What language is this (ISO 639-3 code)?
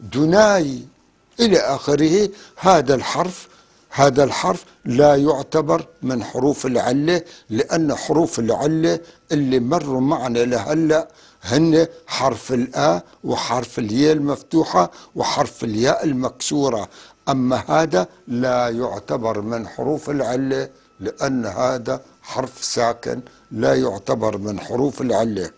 apc